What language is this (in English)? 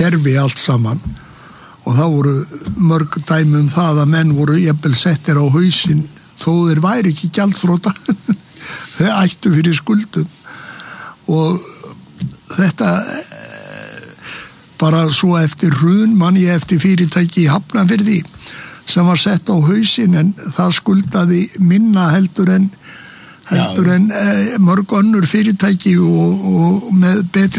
Icelandic